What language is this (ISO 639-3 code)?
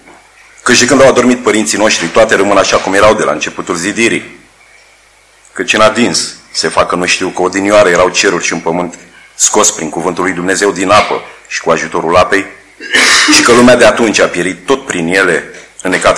ron